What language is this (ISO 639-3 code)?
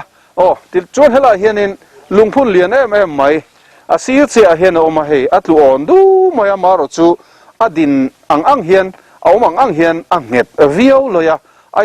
lus